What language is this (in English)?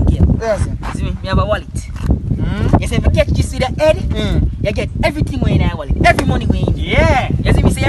Jamaican Creole English